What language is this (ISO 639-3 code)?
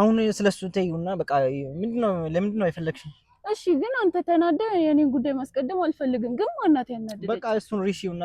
amh